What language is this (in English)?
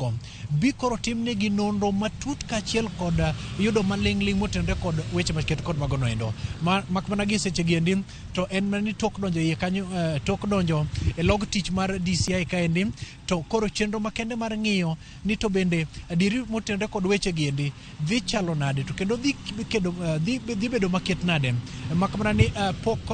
Luo (Kenya and Tanzania)